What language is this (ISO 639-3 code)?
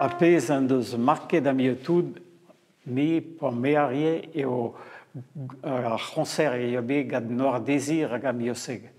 bre